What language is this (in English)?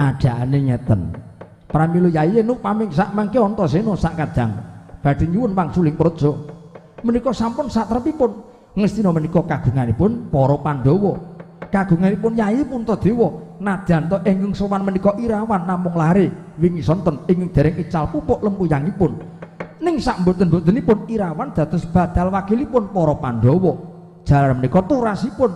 Javanese